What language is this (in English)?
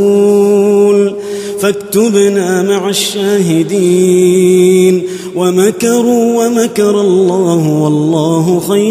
Arabic